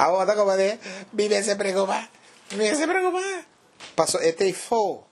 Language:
Papiamento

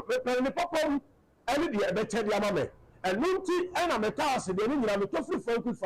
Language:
Akan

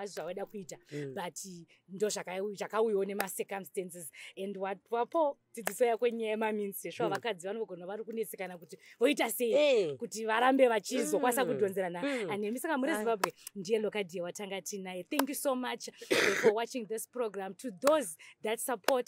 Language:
Shona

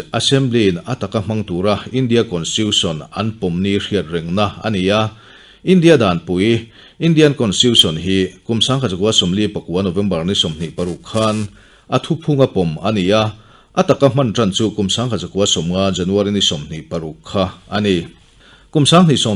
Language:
Mizo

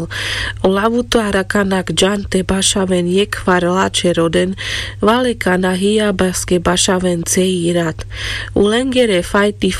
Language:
Carpathian Romani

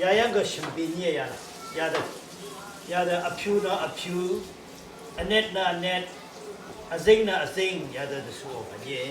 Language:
Rawang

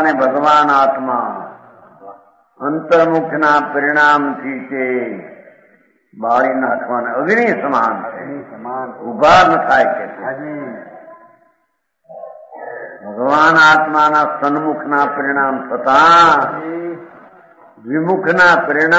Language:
Gujarati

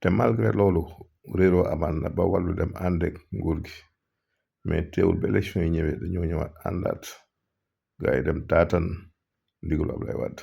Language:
Wolof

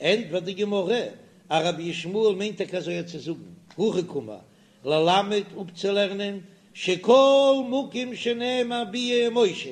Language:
Yiddish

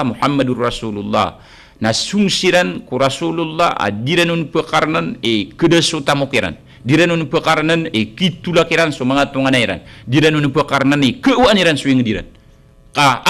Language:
Maranao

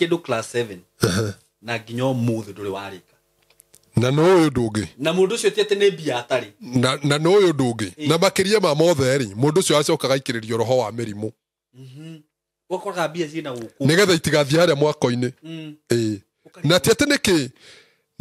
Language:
Kikuyu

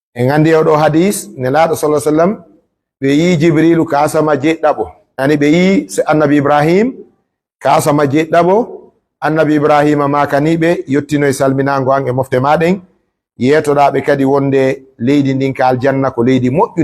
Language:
Pular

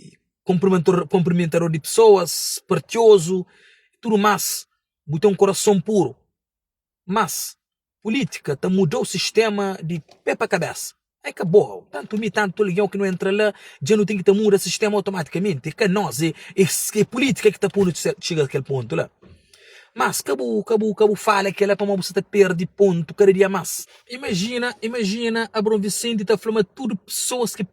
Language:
Kabuverdianu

